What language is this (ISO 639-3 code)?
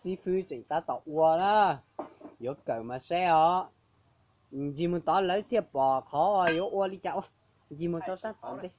hmn